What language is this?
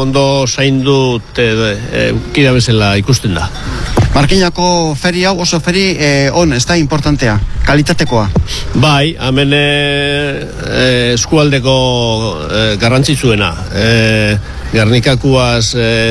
Basque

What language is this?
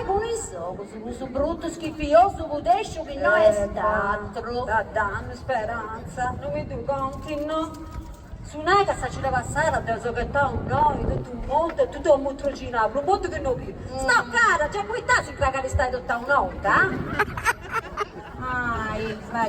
Sardinian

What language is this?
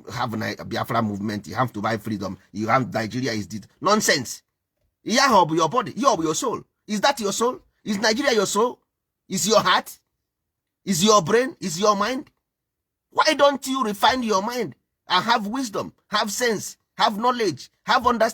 Igbo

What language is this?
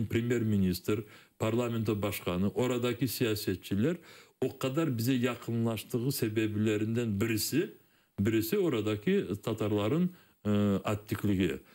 Crimean Tatar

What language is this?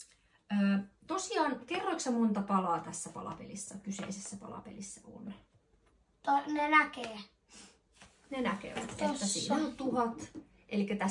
Finnish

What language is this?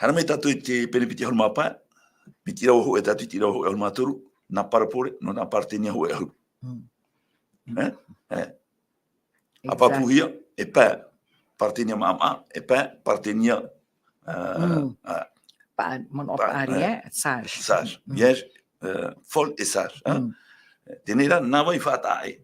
Tahitian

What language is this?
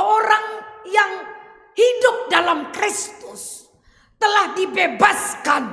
Batak Karo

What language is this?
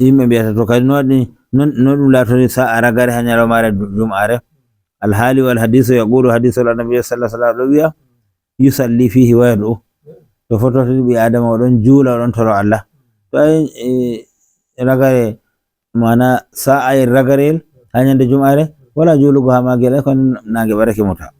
Nigerian Fulfulde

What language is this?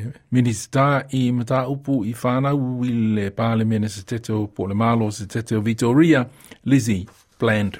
Samoan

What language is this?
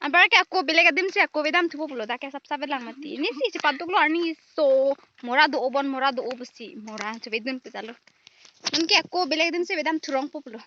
Karbi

